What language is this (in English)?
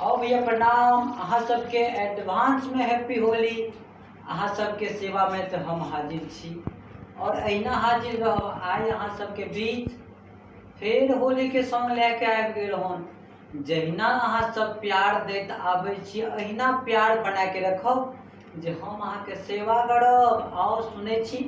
Maithili